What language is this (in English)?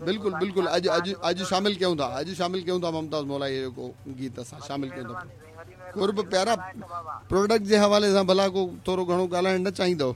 Sindhi